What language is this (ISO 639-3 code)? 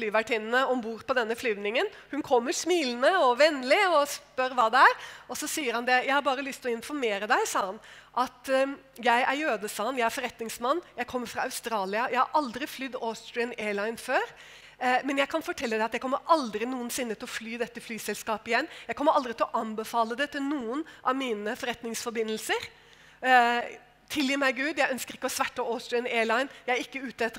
nor